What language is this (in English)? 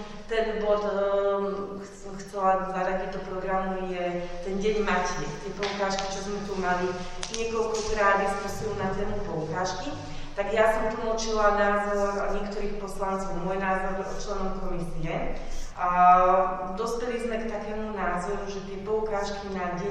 Slovak